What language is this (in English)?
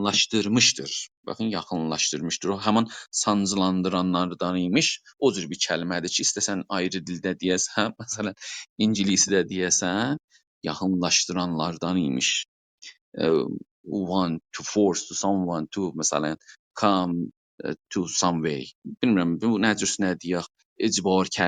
South Azerbaijani